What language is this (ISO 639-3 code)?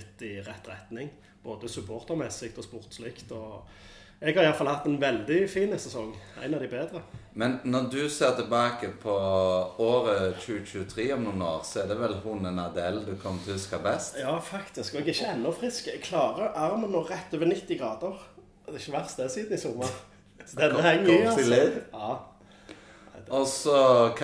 nor